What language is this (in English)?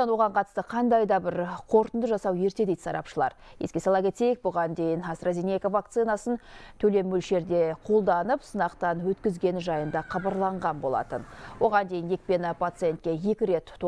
Kazakh